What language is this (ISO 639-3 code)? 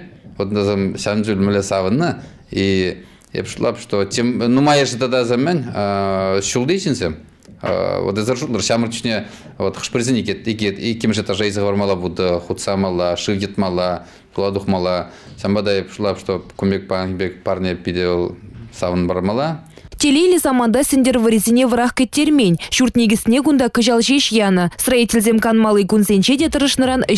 chv